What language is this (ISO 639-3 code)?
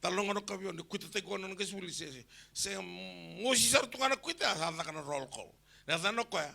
fij